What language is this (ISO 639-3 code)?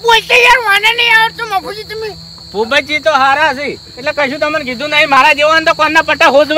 guj